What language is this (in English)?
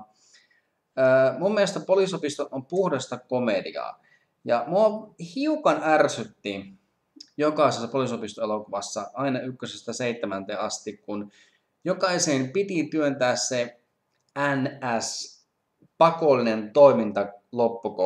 Finnish